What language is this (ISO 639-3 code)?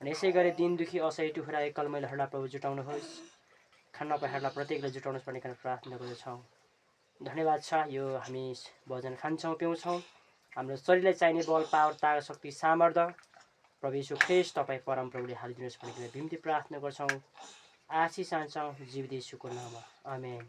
nep